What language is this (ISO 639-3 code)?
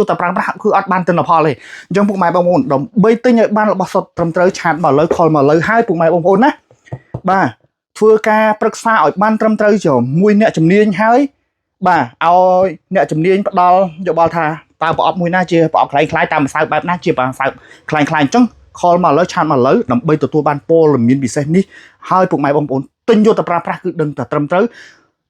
khm